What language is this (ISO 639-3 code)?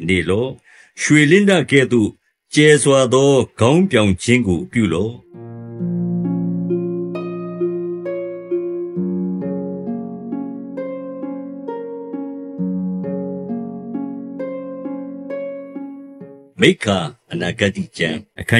mya